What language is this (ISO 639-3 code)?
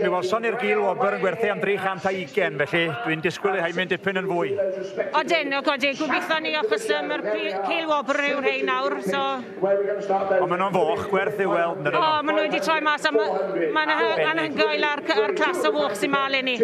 cym